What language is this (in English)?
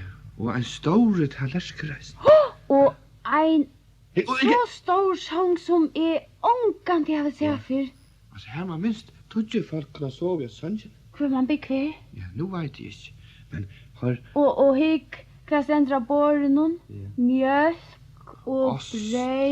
Faroese